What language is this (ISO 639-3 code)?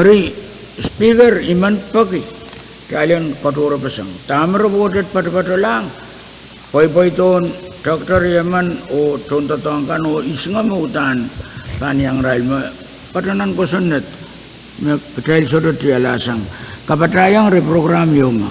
pon